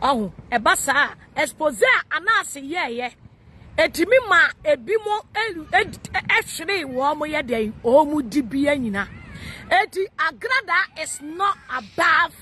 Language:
Akan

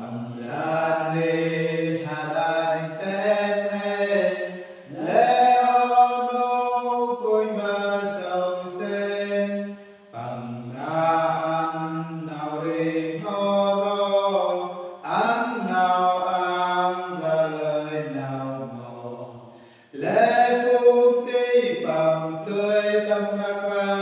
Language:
Central Mnong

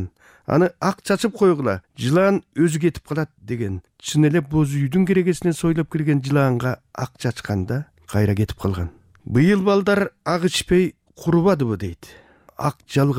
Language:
Kyrgyz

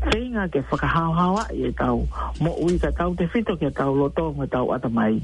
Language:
Tongan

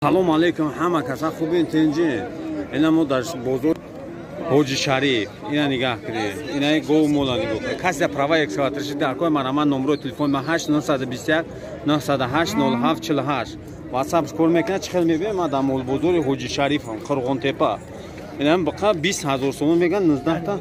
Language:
Tajik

